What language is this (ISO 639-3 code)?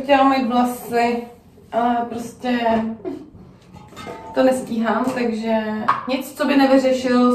ces